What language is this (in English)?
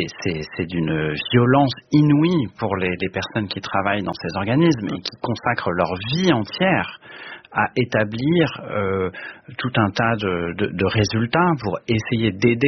French